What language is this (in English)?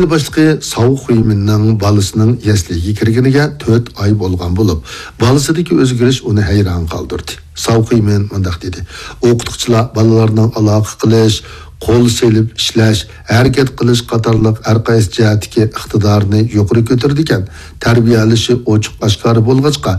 Uyghur